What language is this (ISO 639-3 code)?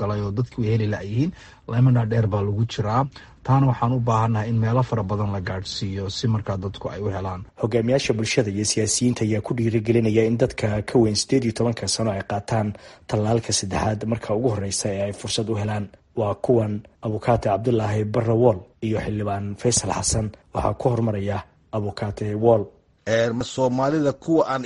som